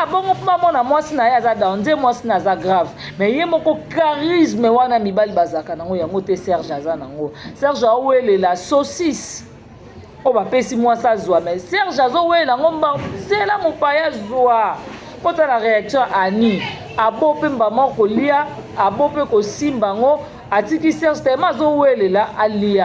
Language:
Lingala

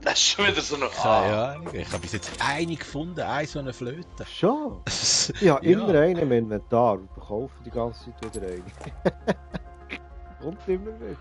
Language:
Swiss German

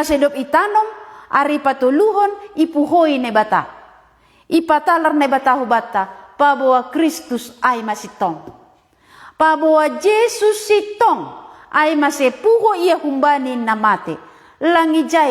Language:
Batak Simalungun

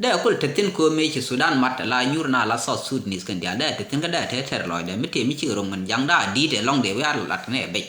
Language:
Nuer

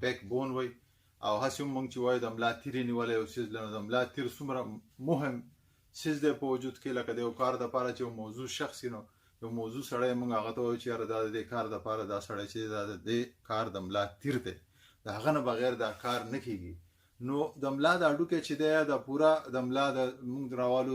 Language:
Pashto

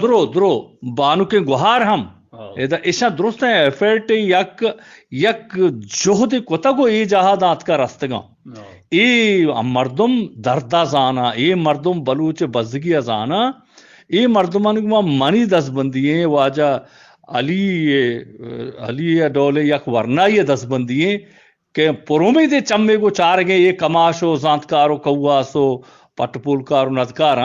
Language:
Eastern Balochi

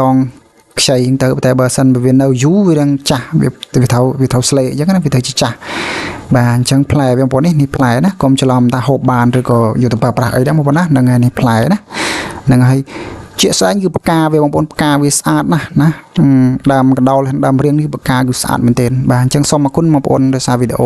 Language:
Khmer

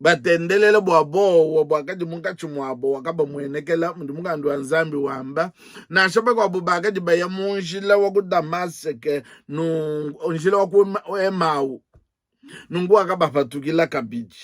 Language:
Luba-Lulua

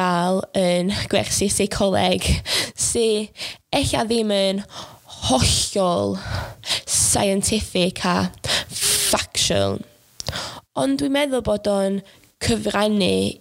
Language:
Welsh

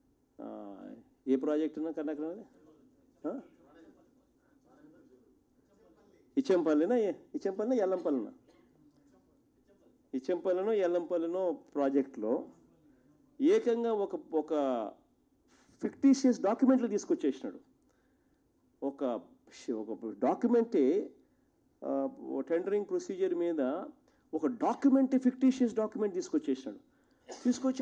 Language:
Telugu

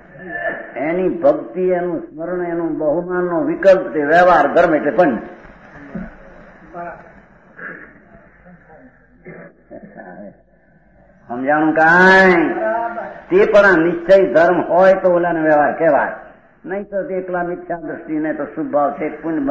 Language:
Gujarati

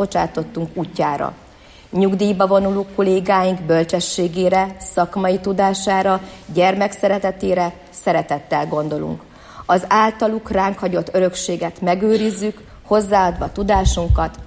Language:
Hungarian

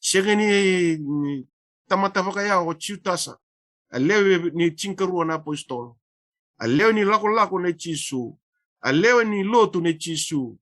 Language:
Fijian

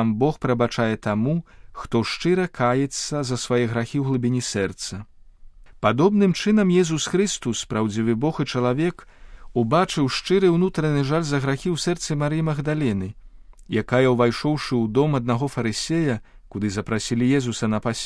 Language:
Belarusian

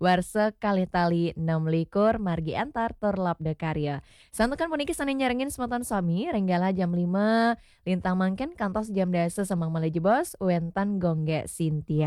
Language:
Balinese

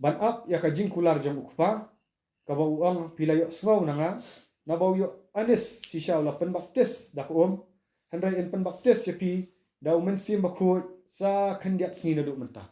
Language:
Khasi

